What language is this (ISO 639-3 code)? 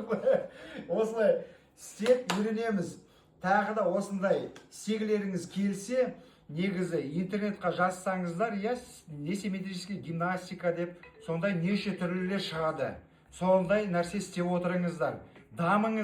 kaz